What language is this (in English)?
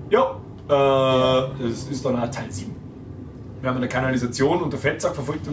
Bavarian